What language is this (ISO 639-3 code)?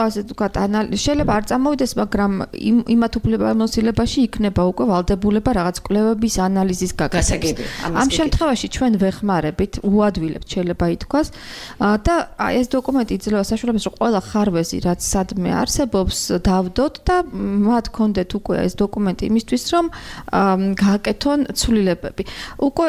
kat